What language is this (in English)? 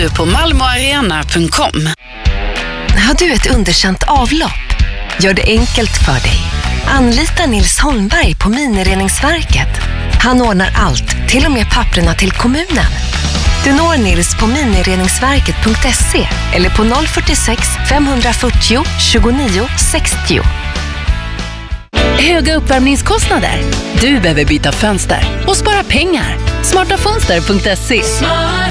Swedish